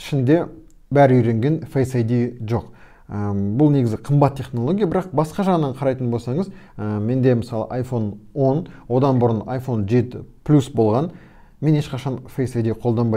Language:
Kazakh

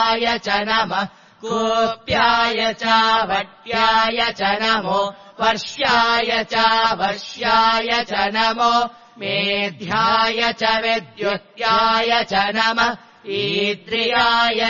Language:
Sanskrit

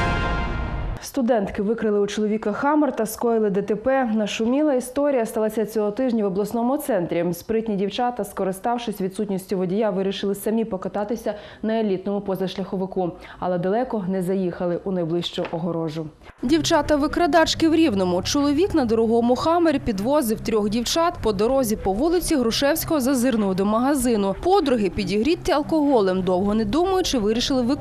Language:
Ukrainian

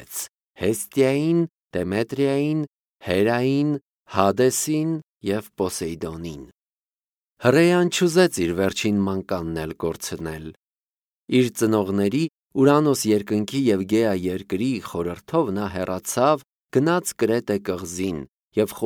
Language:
Armenian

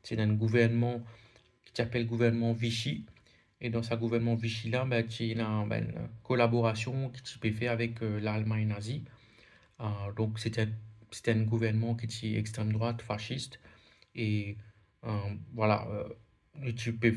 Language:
Morisyen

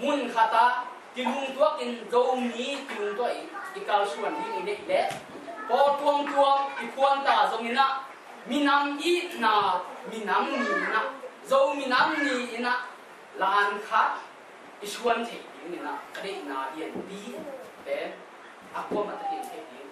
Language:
Tedim Chin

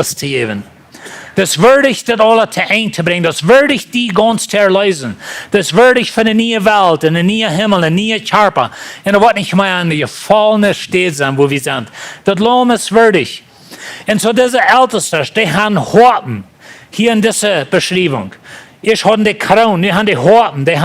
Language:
Plautdietsch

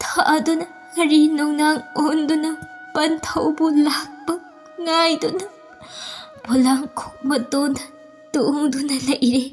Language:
Manipuri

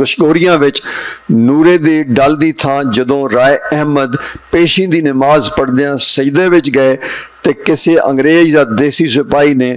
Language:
Western Panjabi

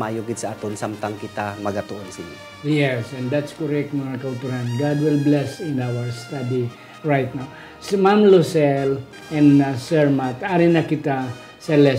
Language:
Hiligaynon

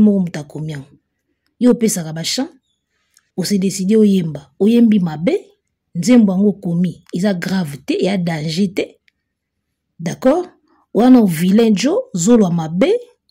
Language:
Lingala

